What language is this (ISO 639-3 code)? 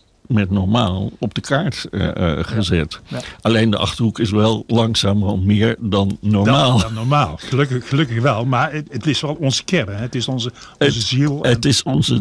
nld